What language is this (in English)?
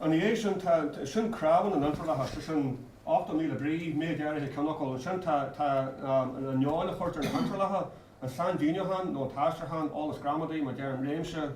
Irish